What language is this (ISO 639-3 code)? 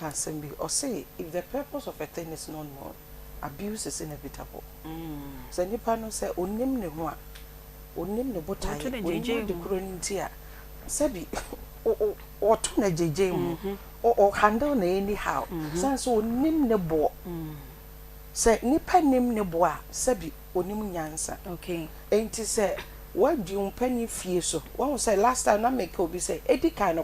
aka